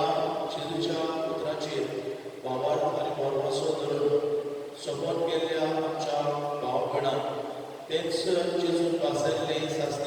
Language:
Konkani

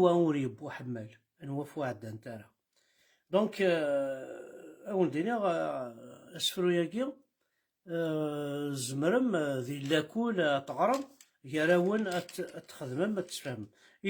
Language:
Kabyle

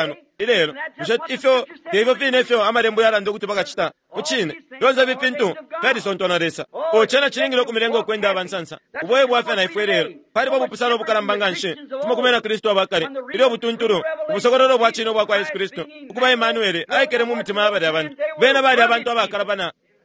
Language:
Bemba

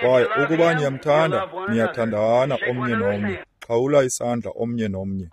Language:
Xhosa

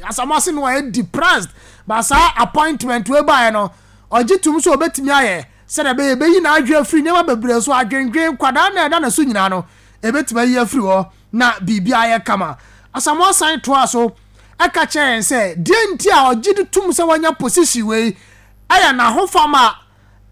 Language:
Akan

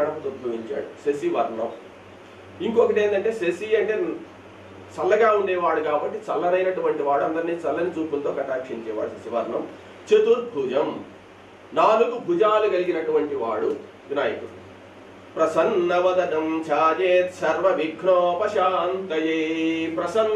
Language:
Telugu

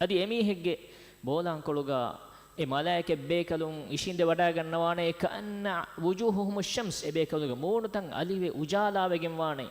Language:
Divehi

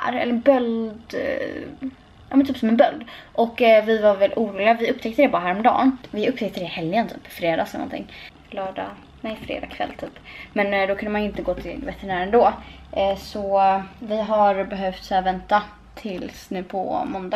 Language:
Swedish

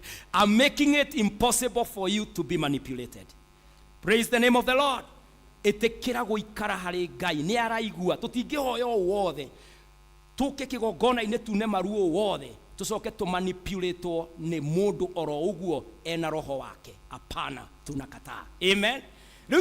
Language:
Kikuyu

